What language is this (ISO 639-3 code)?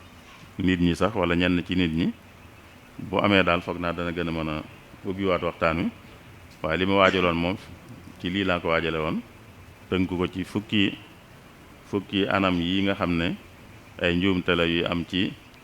wol